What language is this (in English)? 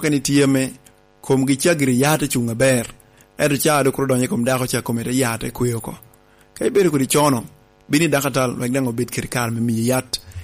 Lango (Uganda)